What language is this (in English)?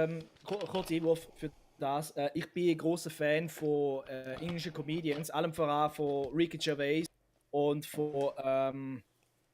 Swiss German